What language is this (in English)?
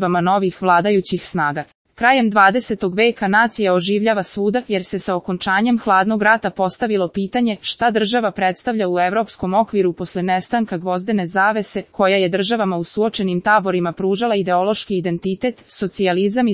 Serbian